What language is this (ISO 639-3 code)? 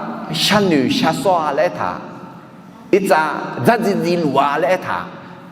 ahk